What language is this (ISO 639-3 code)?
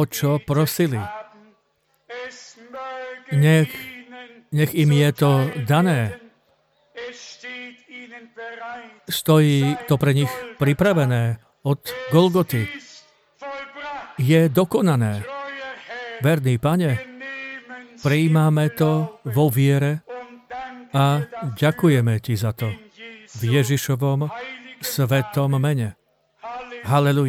slk